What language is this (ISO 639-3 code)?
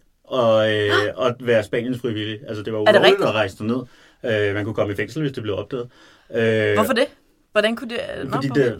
dan